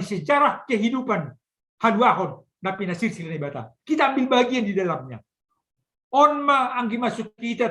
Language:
Batak Simalungun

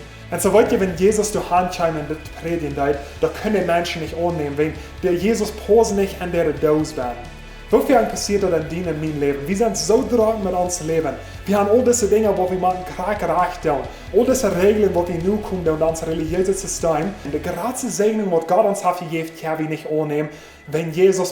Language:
Plautdietsch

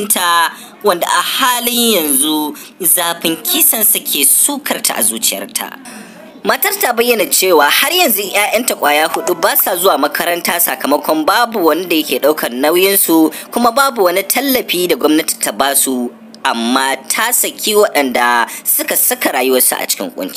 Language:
Hausa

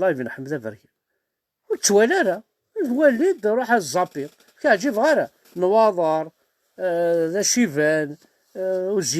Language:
Kabyle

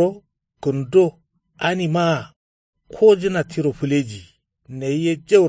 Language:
Kanuri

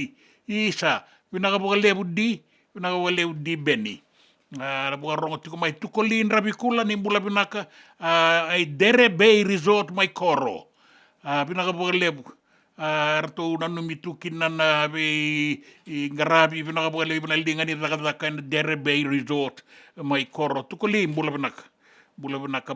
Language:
Fijian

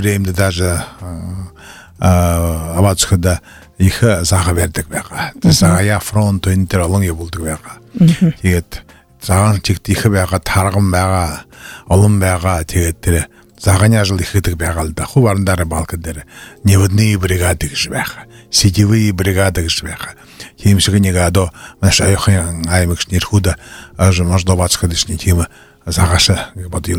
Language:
Buriat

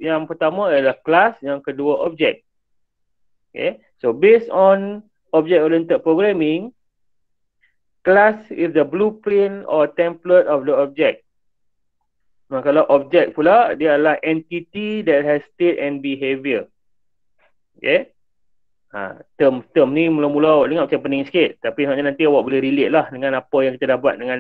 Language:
Malay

